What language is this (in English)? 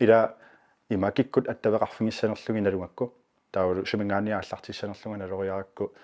Kalaallisut